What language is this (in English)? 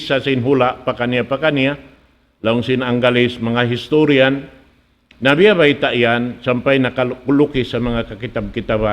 Tausug